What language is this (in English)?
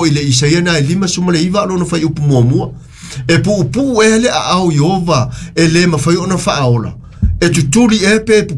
Samoan